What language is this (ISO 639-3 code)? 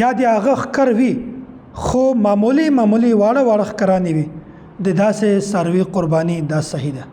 pus